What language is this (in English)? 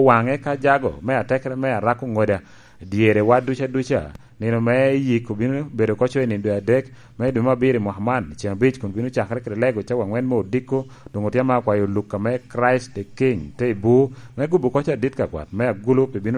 Lango (Uganda)